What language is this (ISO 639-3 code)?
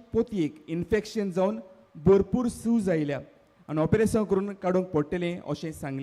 kok